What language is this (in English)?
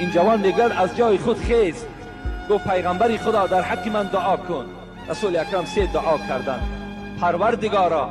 Tajik